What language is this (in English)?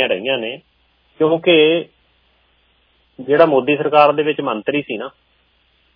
Punjabi